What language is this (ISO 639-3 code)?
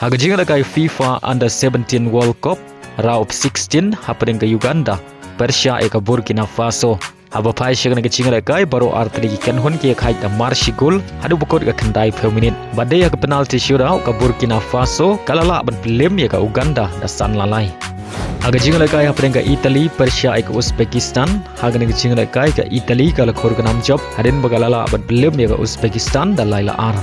kha